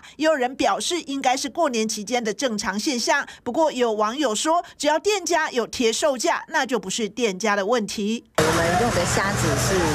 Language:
Chinese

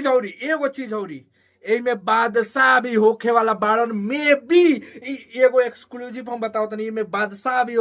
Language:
Bhojpuri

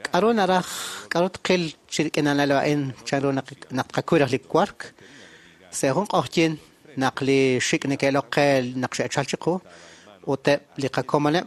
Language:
Kekchí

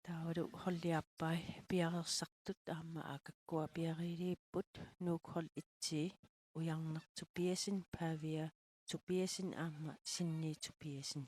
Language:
Kalaallisut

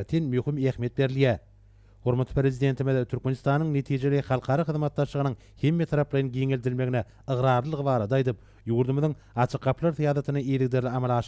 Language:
Turkmen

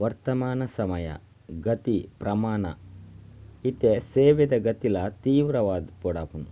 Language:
Tulu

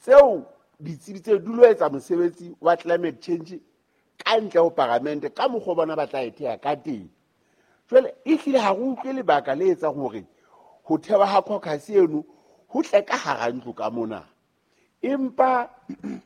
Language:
Southern Sotho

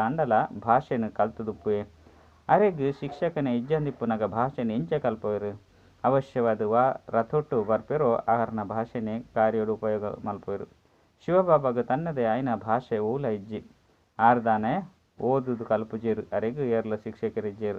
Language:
Tulu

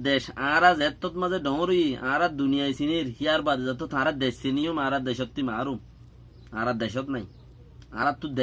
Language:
Rohingya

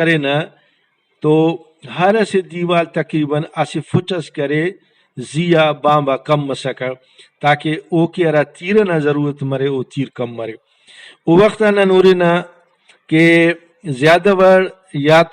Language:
Brahui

